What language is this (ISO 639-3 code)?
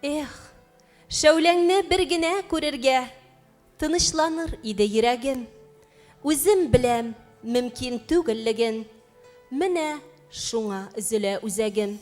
tat